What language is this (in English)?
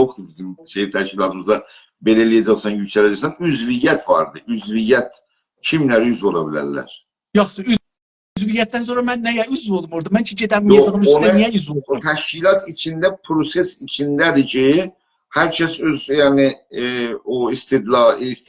South Azerbaijani